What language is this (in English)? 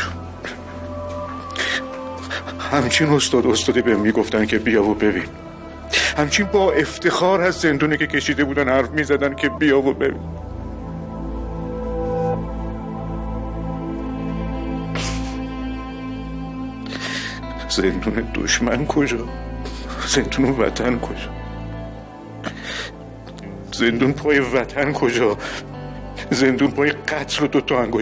Persian